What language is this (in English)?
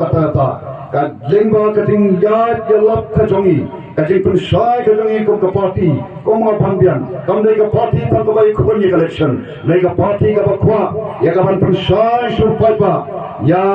Khasi